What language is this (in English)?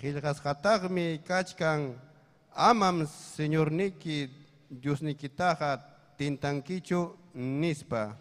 Ayacucho Quechua